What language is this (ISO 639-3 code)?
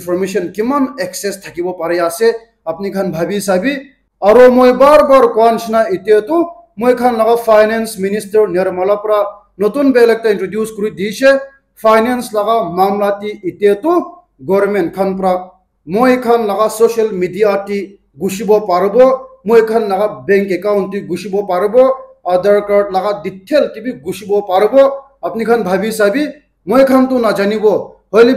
nag